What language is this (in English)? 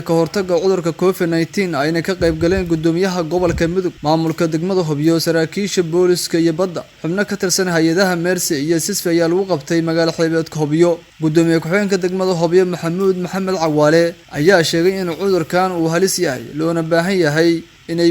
Somali